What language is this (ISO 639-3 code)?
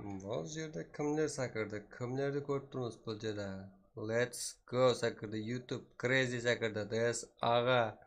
kaa